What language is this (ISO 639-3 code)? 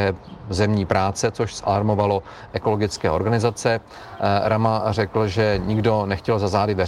ces